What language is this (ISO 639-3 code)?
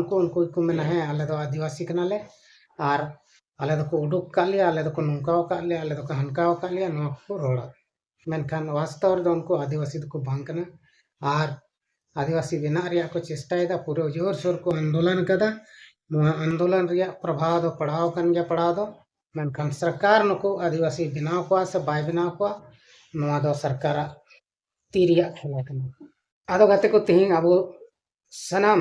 sat